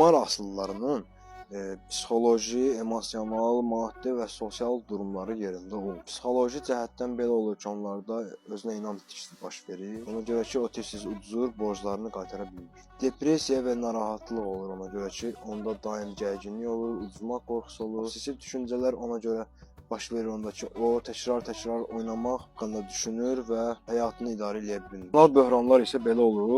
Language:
Azerbaijani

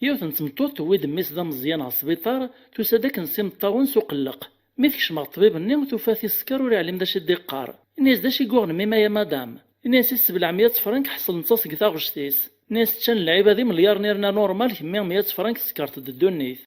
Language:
Kabyle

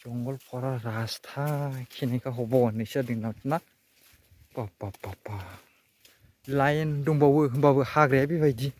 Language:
Bodo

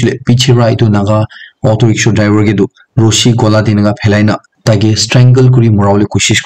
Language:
Naga Pidgin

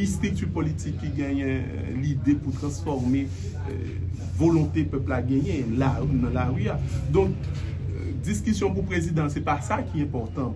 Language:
Haitian Creole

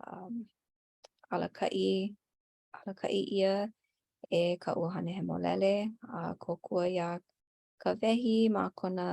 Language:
Hawaiian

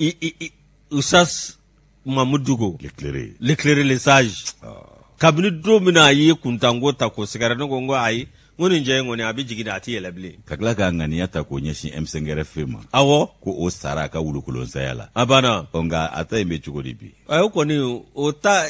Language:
Bambara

